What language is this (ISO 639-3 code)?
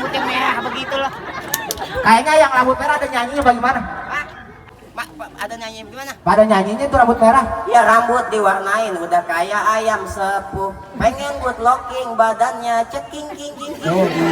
bew